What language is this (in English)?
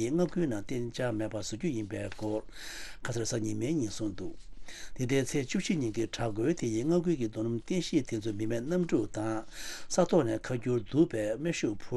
Tibetan